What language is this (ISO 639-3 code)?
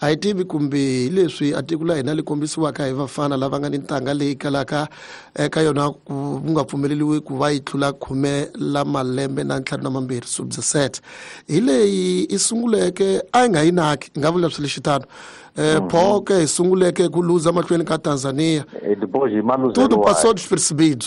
tso